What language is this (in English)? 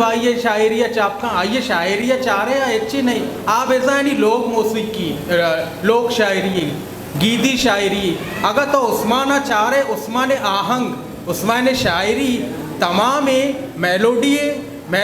Eastern Balochi